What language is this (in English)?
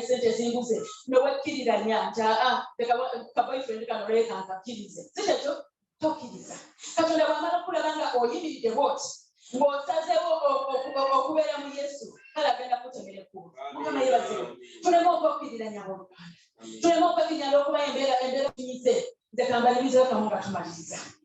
Ganda